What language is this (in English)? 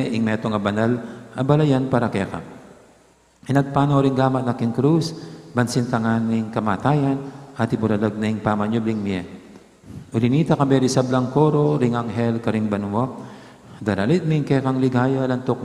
Pampanga